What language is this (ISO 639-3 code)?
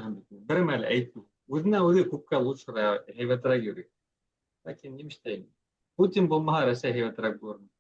bak